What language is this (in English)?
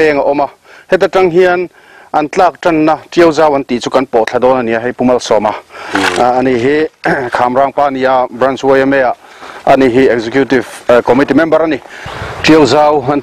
Mizo